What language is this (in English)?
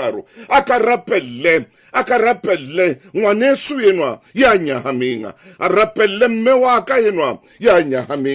Southern Sotho